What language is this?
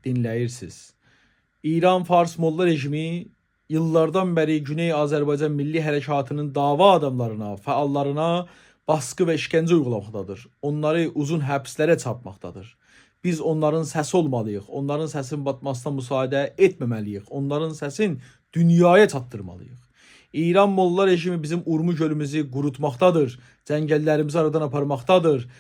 South Azerbaijani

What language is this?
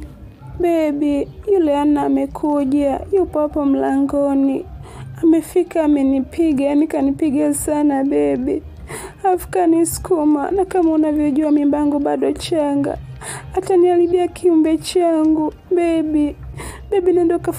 Swahili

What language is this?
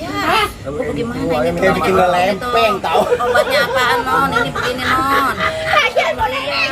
Betawi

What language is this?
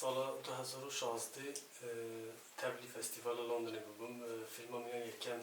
Kurdish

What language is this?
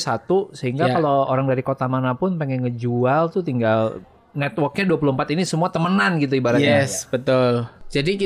Indonesian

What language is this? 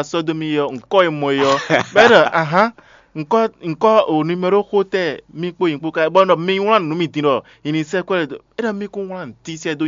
Fon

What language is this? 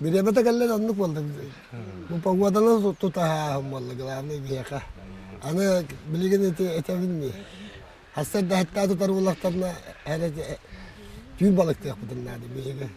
Yakut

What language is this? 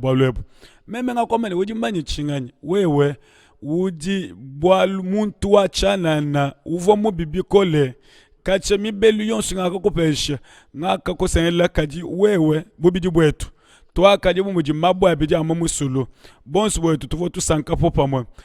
Luba-Lulua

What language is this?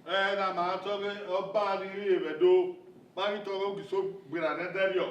Bini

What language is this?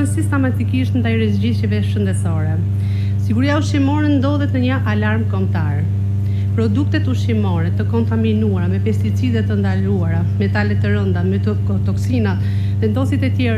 Albanian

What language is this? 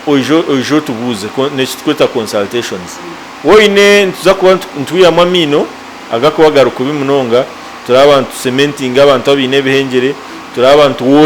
Nyankole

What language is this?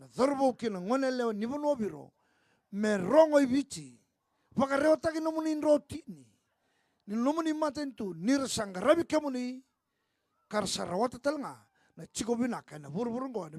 Fijian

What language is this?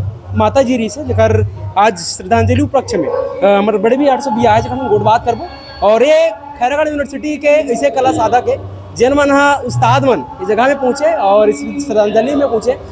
Chhattisgarhi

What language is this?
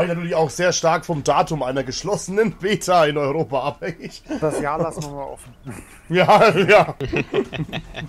German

